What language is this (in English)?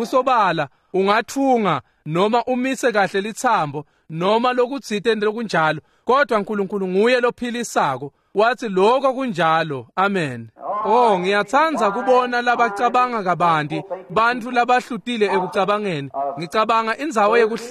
Swati